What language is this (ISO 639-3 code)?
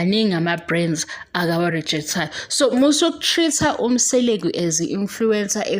zul